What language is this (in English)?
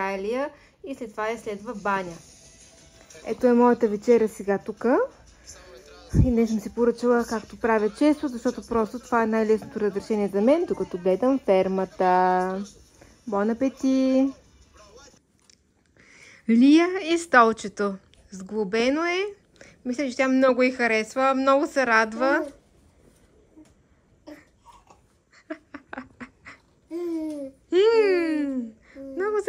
Bulgarian